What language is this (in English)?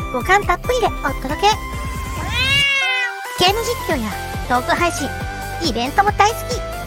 Japanese